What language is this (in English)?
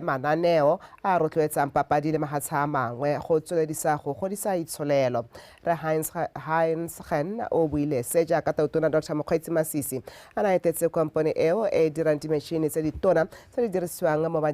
Tswana